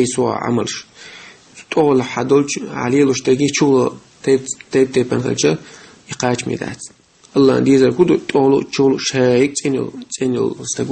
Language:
Chechen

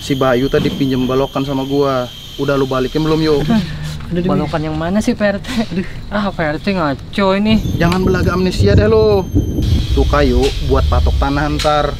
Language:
Betawi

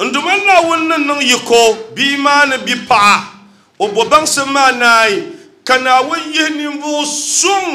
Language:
Dagbani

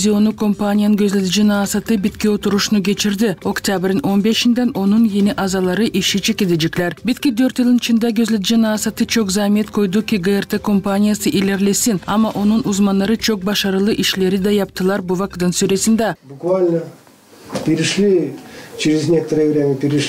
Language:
Gagauz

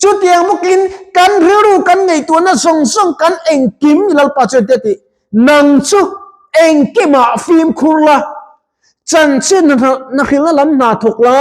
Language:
Mizo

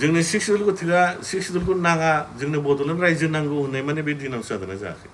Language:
Bodo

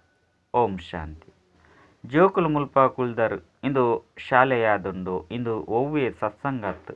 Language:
Tulu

